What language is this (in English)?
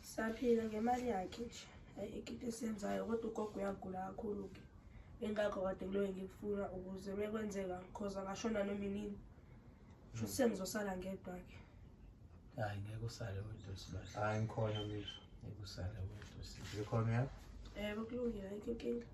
Zulu